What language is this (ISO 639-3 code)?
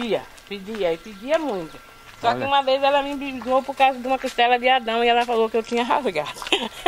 por